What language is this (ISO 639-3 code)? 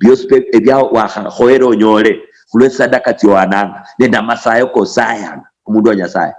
luy